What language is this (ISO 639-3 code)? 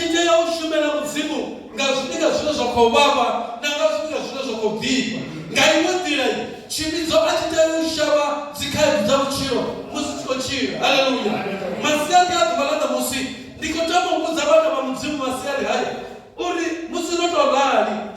ven